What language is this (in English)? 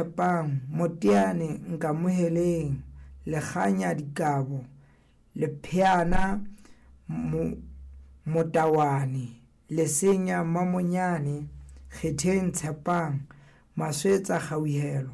Southern Sotho